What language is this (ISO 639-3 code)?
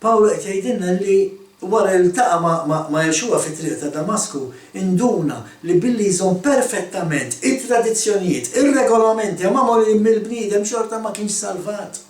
mlt